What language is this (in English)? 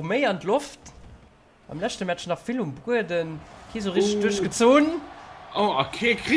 Luxembourgish